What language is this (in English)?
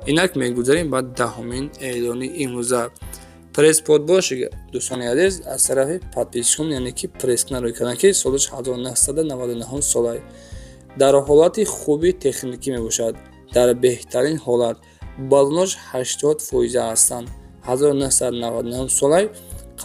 Tajik